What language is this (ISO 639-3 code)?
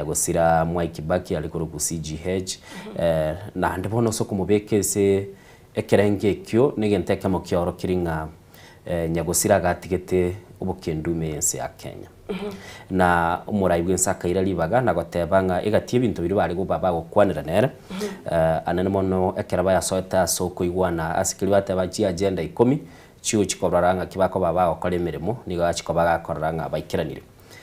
guz